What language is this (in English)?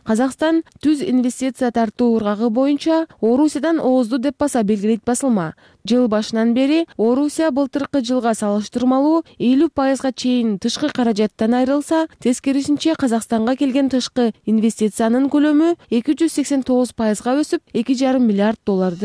Kyrgyz